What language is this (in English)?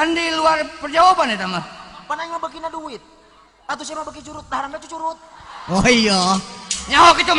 Sundanese